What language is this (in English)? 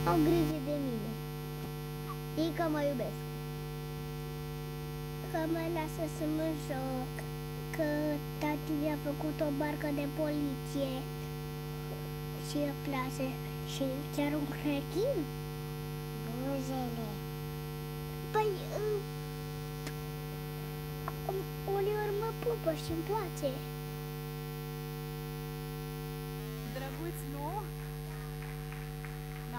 Romanian